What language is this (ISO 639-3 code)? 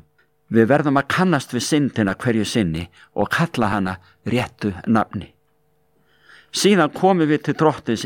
isl